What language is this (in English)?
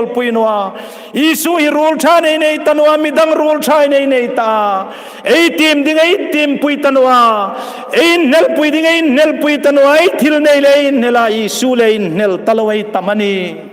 Hmar